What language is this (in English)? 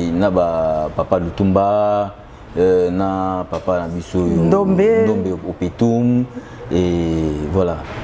Lingala